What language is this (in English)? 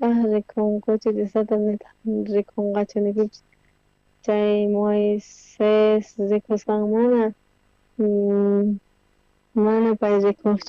South Bolivian Quechua